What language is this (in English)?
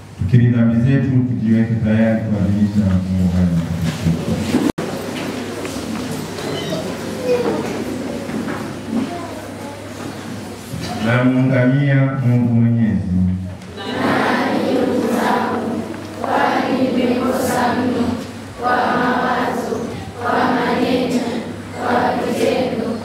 Swahili